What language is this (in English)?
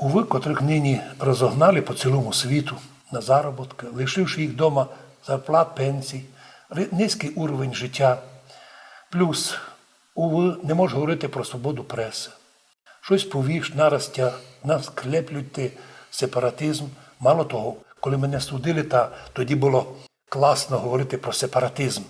Rusyn